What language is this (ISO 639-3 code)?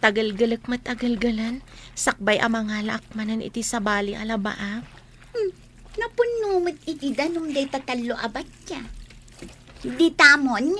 ilo